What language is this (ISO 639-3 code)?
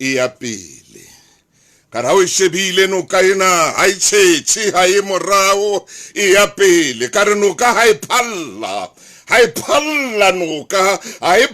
sot